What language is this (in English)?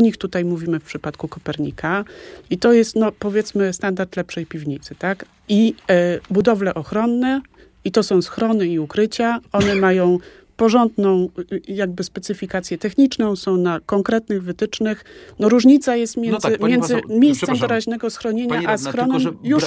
Polish